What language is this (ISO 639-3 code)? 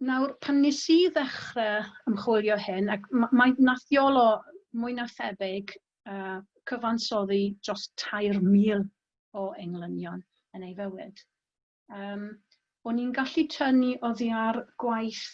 cym